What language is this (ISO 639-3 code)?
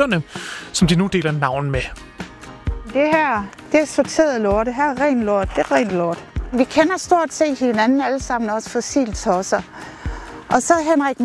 dan